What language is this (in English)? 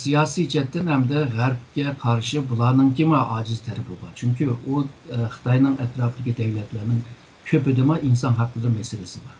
Uyghur